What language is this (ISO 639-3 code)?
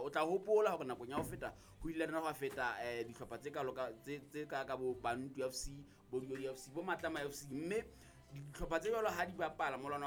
sot